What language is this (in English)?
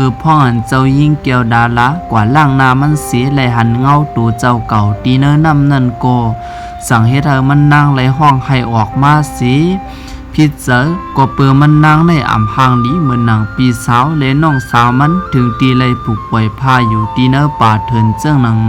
Shan